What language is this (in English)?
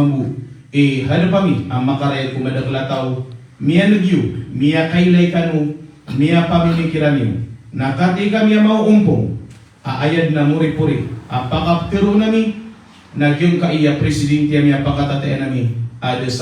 Maranao